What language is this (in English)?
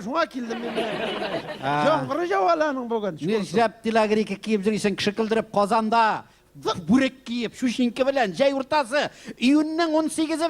Tatar